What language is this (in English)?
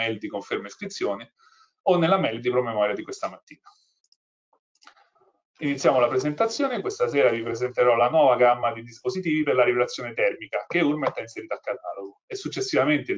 Italian